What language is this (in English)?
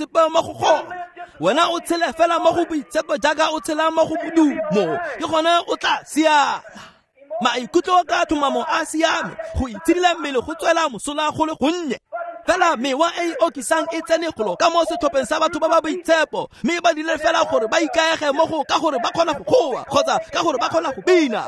Tswana